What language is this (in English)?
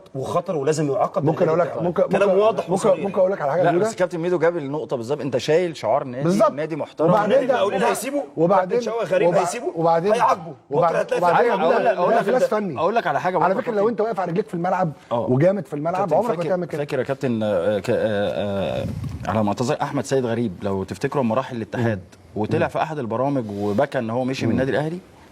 Egyptian Arabic